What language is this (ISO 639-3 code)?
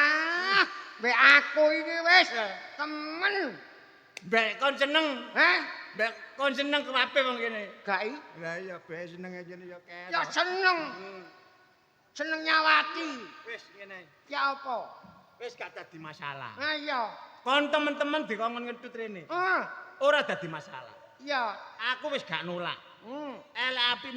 jav